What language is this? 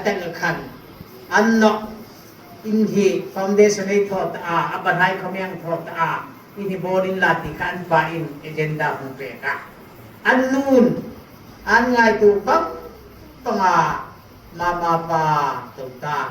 Hmar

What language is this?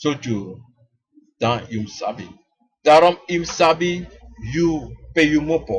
Sranan Tongo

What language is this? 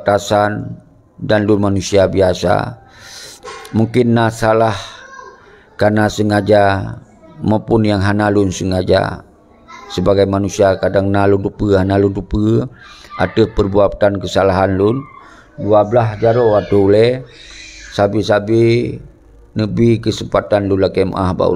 Achinese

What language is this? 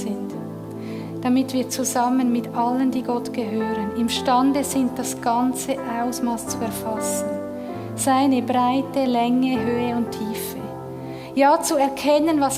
Swiss German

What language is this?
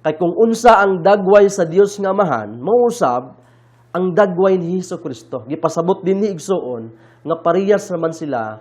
Cebuano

